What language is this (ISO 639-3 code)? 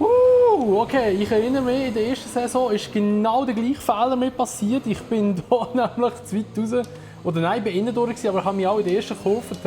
gsw